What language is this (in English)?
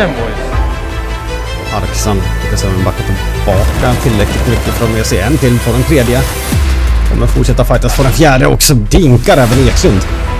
Swedish